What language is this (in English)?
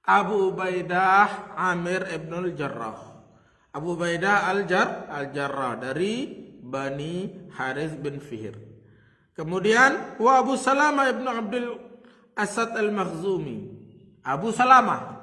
Sasak